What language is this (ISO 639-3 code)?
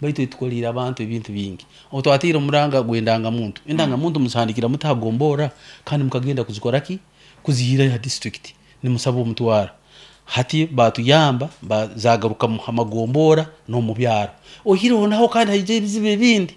nyn